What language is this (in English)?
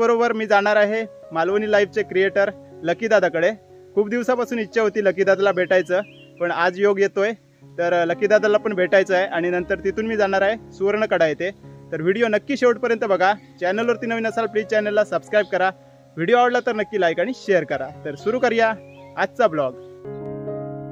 Marathi